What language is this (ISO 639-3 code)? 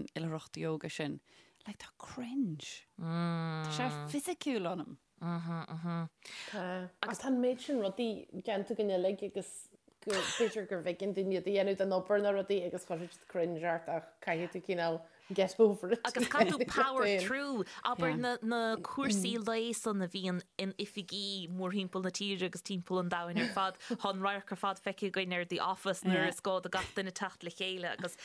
gle